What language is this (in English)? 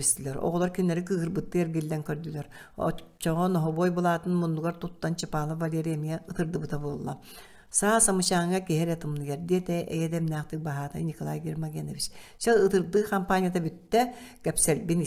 Yakut